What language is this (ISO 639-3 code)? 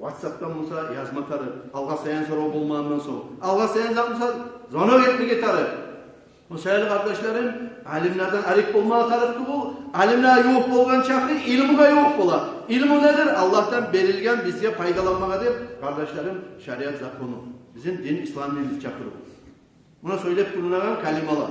kum